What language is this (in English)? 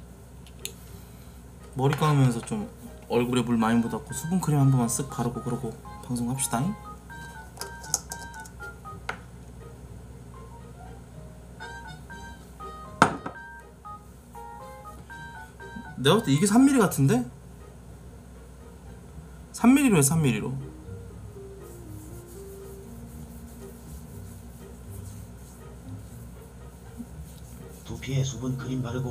Korean